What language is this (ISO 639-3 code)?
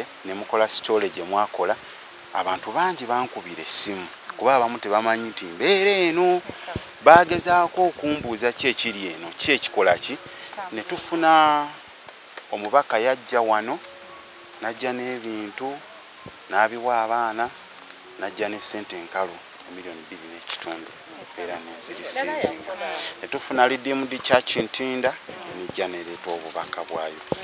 lug